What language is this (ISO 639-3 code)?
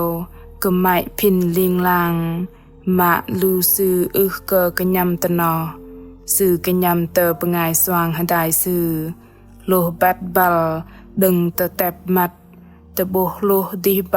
bdq